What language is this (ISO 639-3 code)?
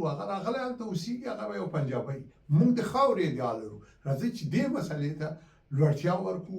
pus